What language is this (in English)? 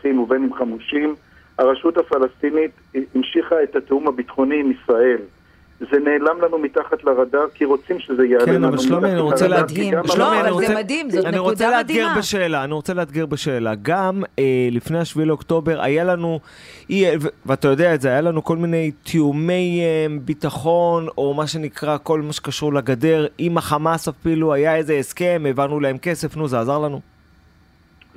Hebrew